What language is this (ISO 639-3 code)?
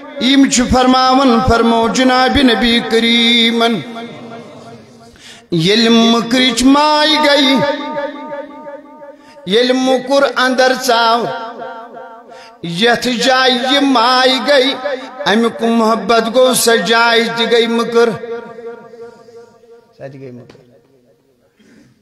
kas